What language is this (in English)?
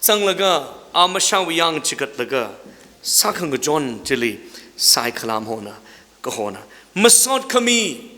Tangkhul Naga (India)